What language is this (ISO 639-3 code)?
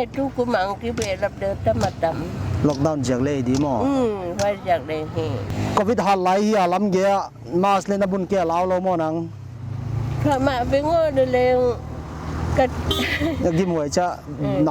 pck